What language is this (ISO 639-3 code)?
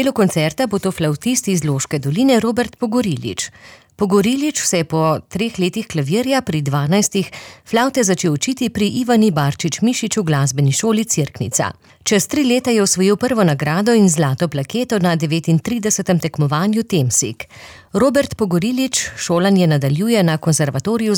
slv